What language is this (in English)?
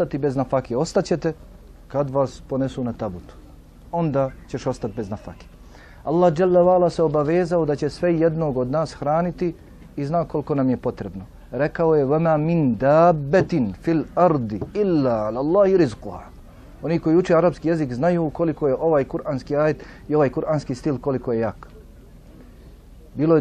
Bosnian